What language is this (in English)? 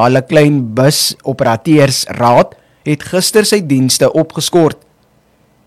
Afrikaans